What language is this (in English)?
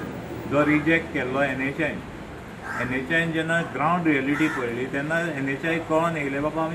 Konkani